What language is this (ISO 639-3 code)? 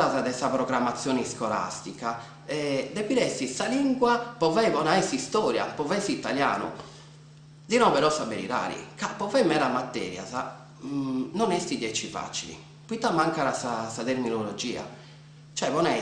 srd